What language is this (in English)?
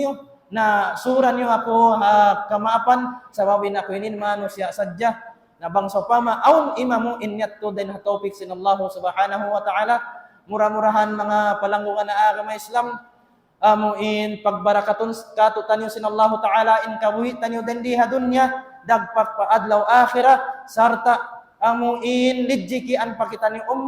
Tausug